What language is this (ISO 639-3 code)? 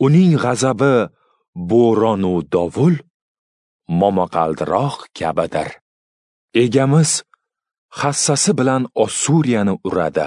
uzb